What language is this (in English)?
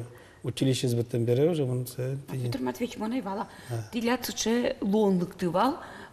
Udmurt